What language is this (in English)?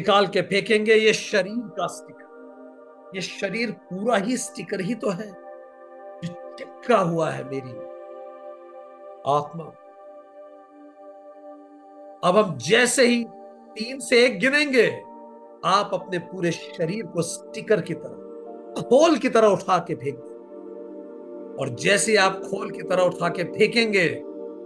Hindi